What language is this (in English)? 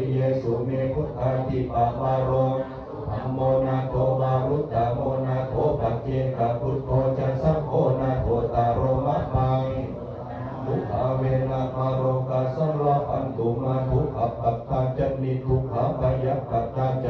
Pali